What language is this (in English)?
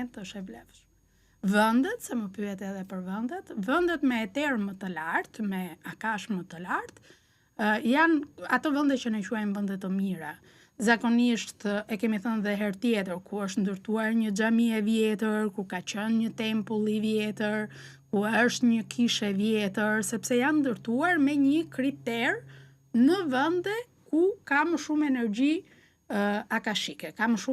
Albanian